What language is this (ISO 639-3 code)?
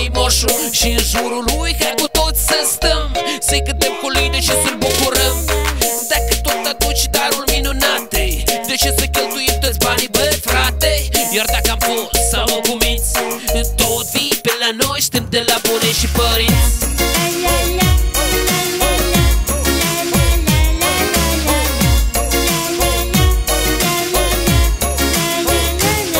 ron